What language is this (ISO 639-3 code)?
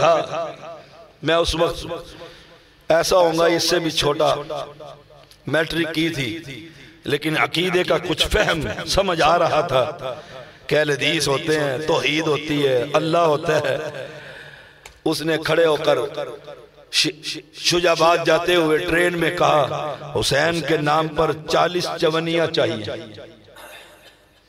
urd